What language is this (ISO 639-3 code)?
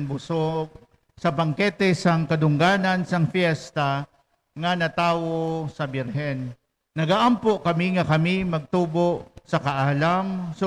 hil